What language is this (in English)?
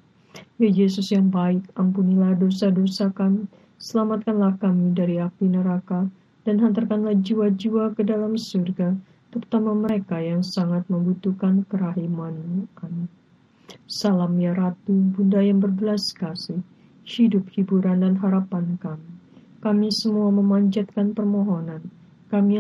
Indonesian